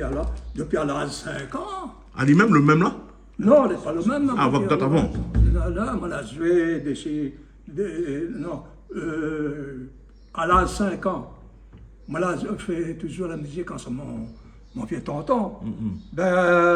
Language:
Réunion Creole French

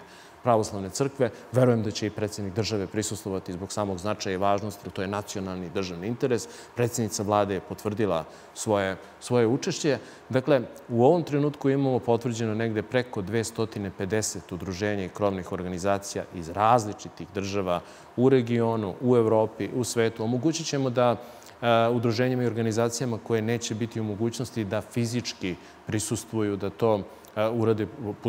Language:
Serbian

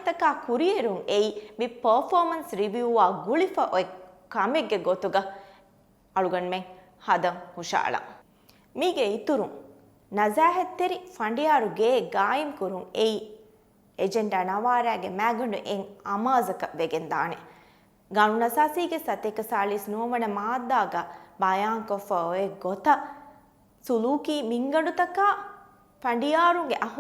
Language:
Divehi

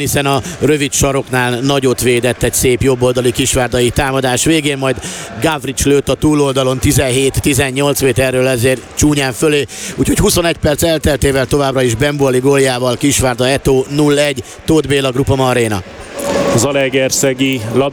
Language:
Hungarian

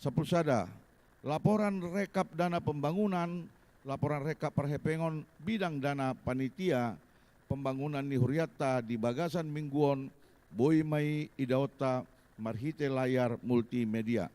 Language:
Batak Toba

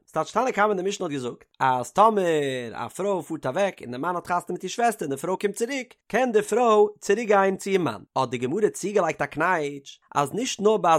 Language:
Yiddish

